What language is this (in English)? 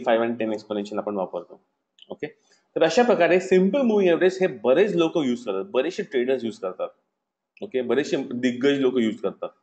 Marathi